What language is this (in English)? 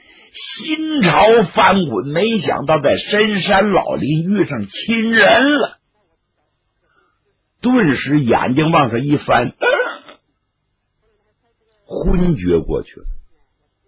Chinese